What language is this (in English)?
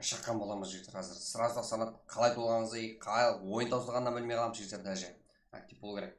Kara-Kalpak